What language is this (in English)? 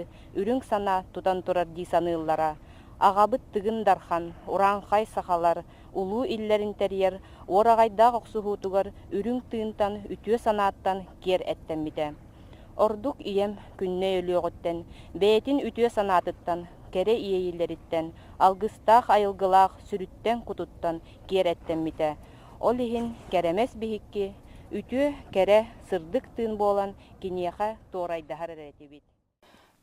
Yakut